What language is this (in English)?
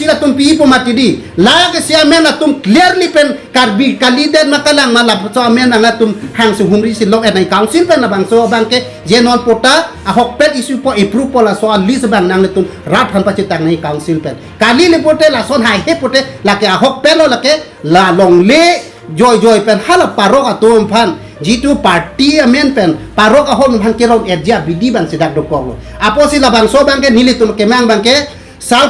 Karbi